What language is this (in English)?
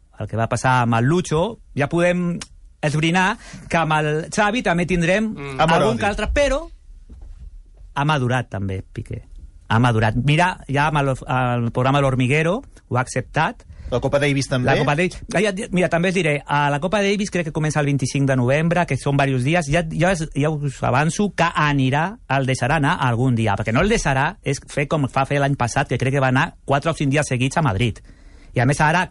Catalan